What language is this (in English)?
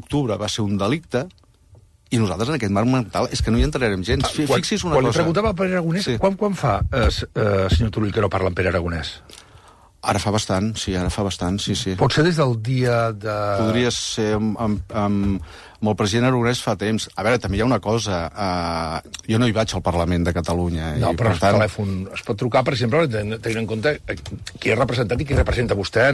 Catalan